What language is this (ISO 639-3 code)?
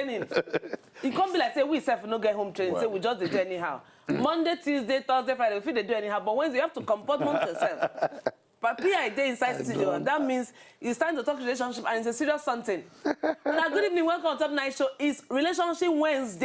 pcm